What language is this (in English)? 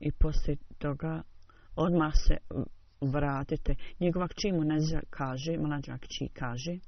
Bosnian